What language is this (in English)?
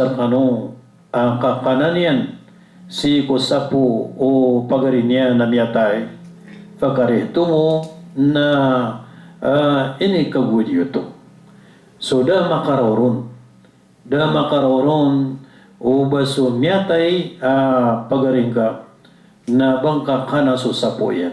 Maranao